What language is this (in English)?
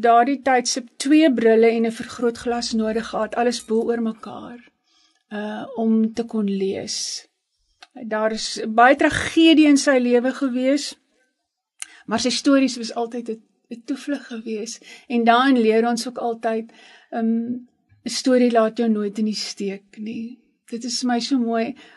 Afrikaans